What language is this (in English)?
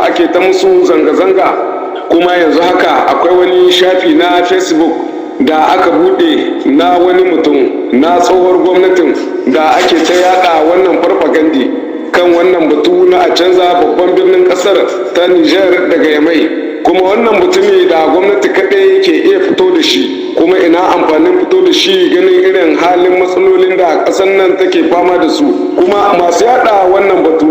Hausa